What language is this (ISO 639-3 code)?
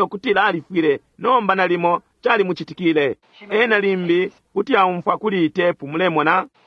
bem